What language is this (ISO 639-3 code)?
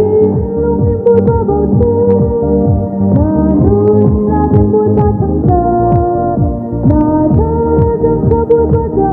cnh